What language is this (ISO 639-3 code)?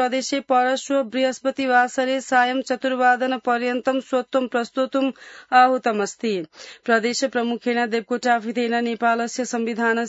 san